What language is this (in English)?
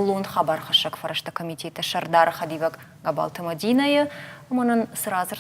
Ossetic